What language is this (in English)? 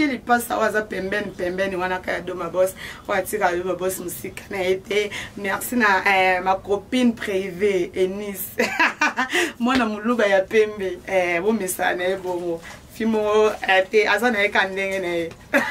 Lingala